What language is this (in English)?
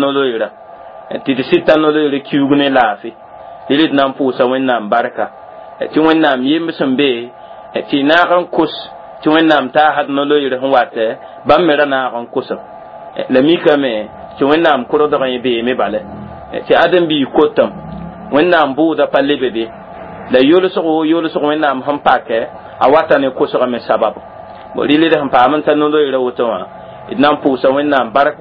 Mossi